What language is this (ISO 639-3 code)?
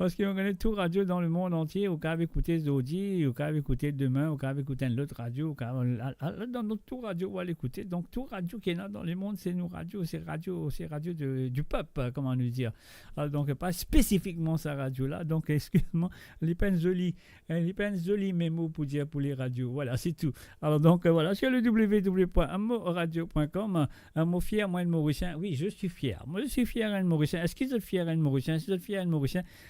mfe